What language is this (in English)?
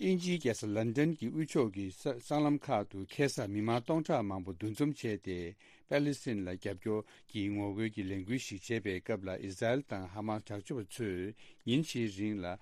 Tibetan